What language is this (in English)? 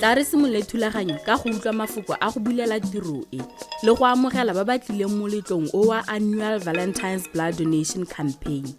Tswana